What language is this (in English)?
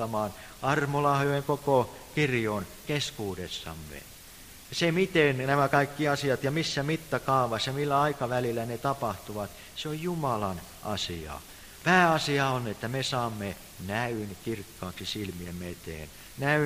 Finnish